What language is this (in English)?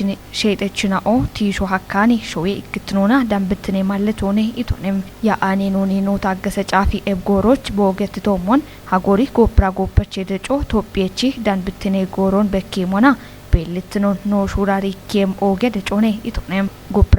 Kafa